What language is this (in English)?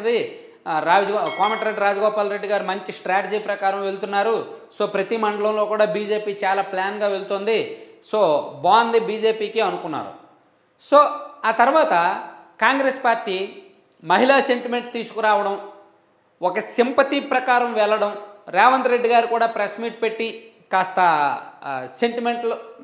Telugu